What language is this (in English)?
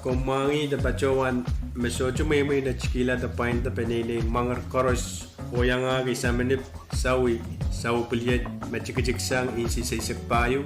Pohnpeian